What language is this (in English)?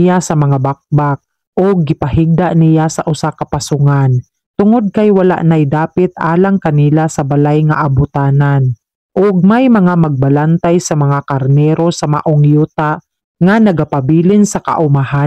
Cebuano